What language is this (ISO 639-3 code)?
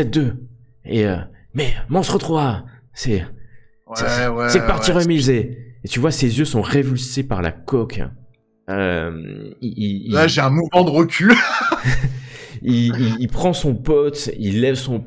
fra